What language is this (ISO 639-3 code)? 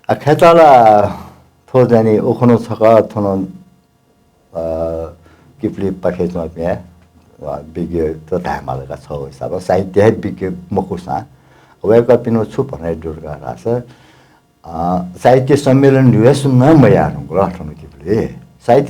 new